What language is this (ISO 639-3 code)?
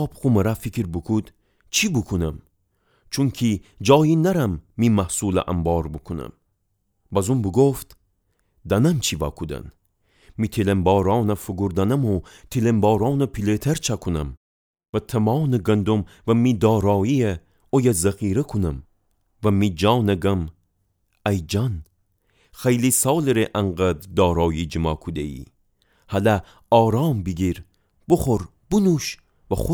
glk